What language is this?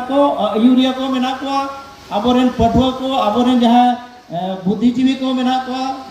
Santali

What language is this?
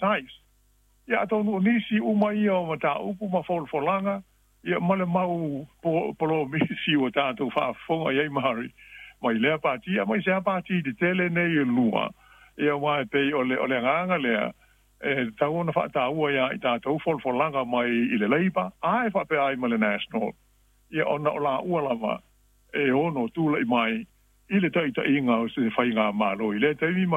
Samoan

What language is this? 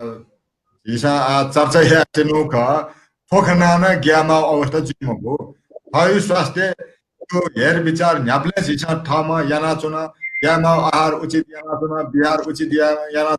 Newari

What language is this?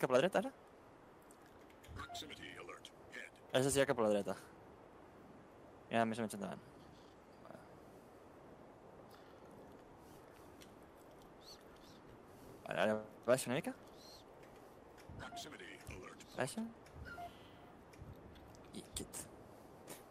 Catalan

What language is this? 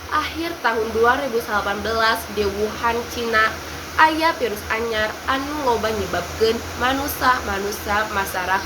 Sundanese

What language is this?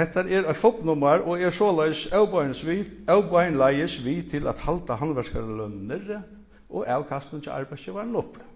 Faroese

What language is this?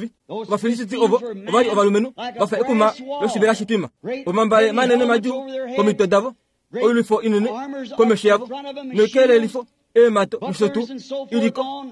Kuanyama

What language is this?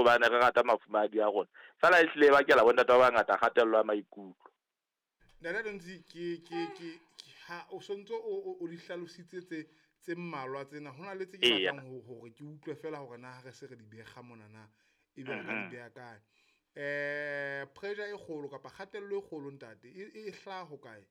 Southern Sotho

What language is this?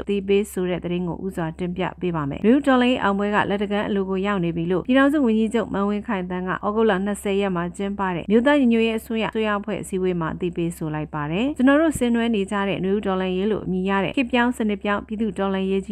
Burmese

